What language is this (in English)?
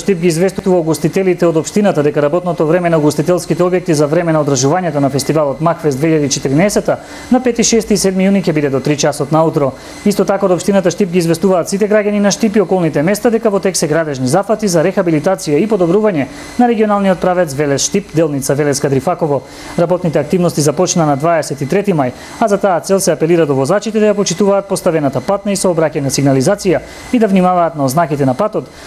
Macedonian